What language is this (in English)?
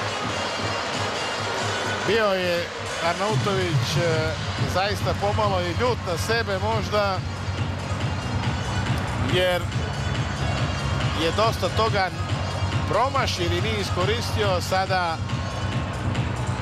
Serbian